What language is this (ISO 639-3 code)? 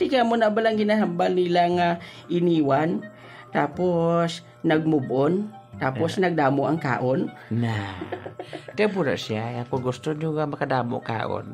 hil